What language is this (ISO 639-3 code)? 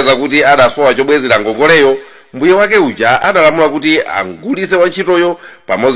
nya